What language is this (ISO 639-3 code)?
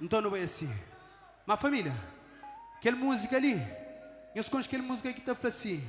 kea